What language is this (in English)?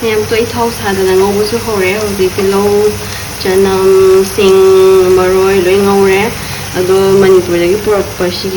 Manipuri